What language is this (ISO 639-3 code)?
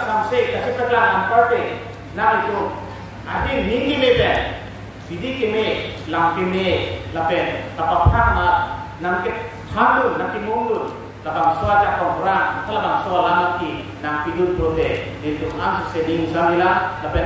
mjw